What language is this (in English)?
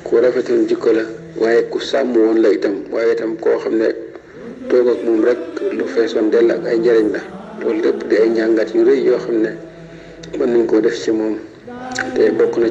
Wolof